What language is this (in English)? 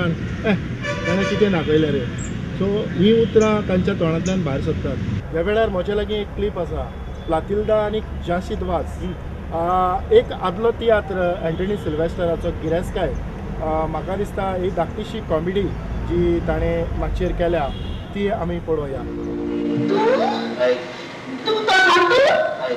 Konkani